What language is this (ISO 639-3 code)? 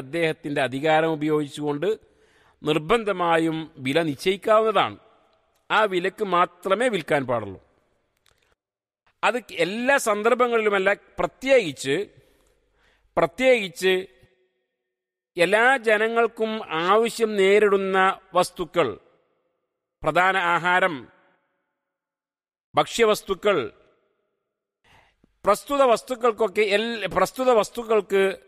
mal